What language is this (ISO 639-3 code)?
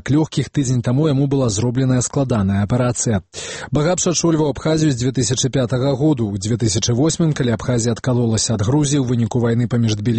bel